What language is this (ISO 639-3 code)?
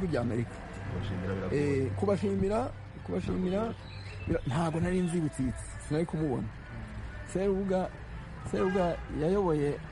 kin